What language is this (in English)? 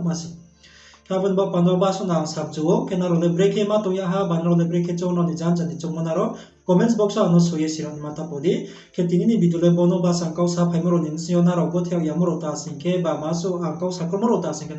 Riang (India)